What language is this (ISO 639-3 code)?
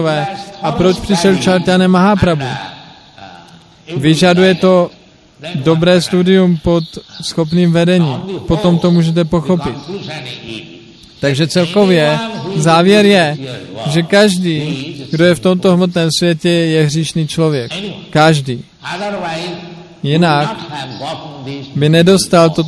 ces